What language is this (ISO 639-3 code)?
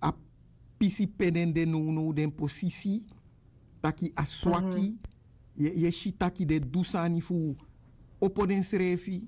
srn